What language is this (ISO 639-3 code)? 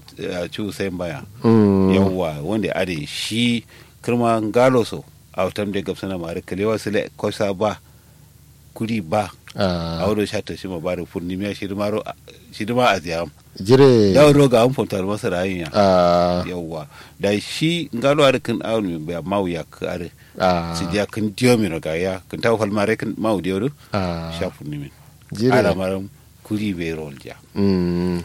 kau